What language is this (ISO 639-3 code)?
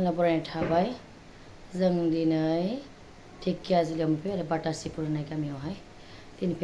brx